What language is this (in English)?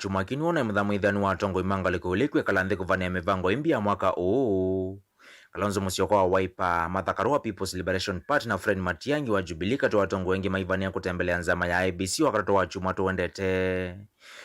Kamba